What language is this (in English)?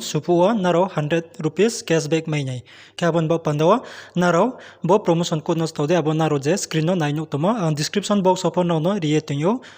Riang (India)